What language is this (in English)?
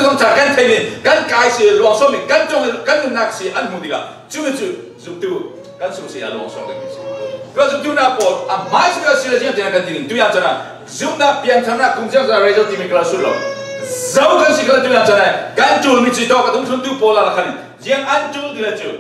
Falam Chin